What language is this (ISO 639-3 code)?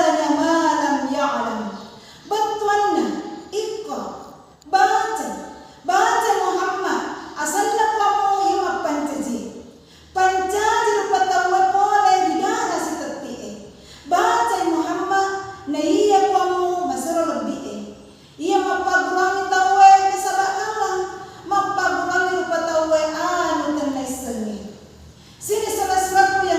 bug